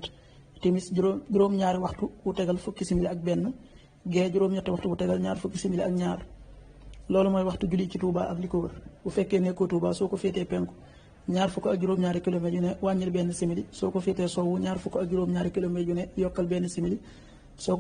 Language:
Wolof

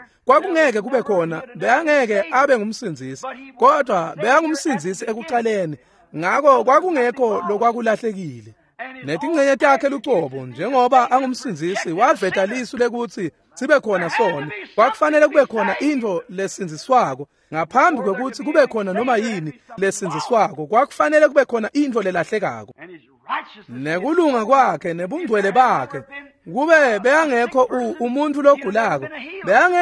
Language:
Swati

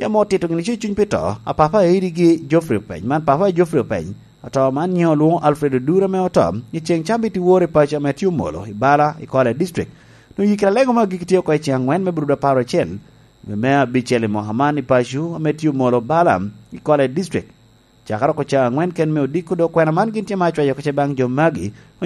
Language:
Lango (Uganda)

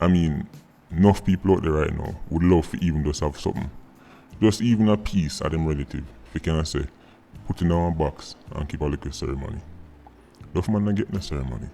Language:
Jamaican Creole English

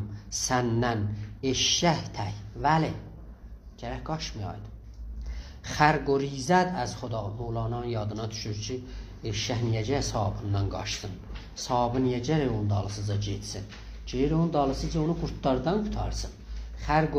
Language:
South Azerbaijani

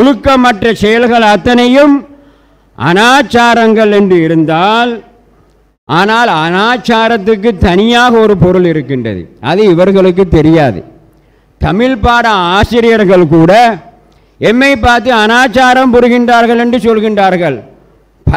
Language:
Tamil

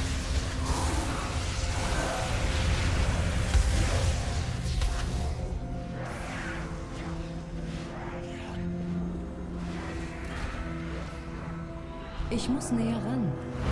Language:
German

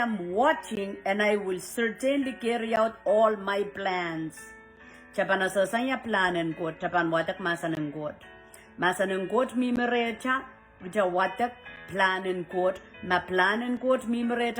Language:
Pohnpeian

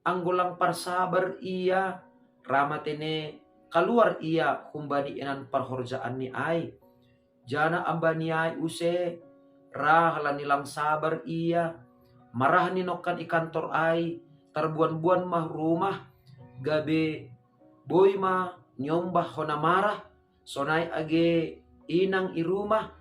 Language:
Batak Simalungun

